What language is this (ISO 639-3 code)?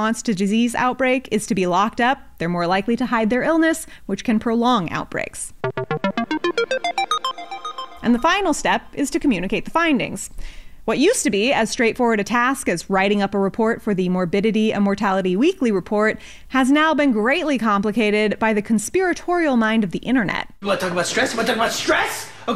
eng